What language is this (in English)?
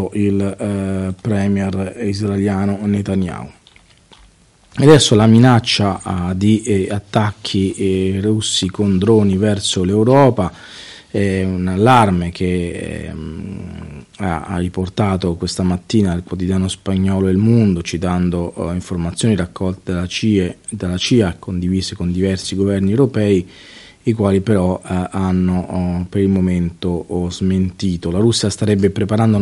Italian